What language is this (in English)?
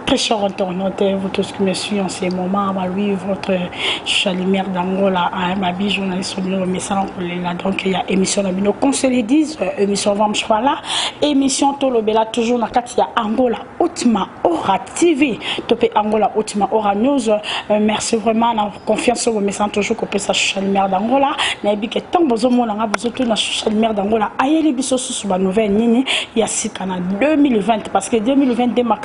Lingala